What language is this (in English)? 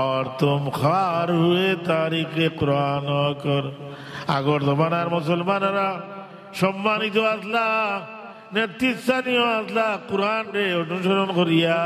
Sylheti